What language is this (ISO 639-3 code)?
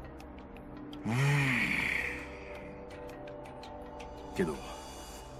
jpn